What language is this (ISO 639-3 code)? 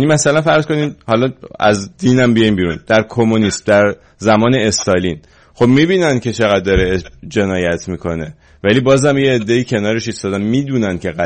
fas